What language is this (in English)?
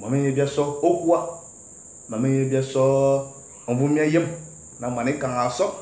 Fang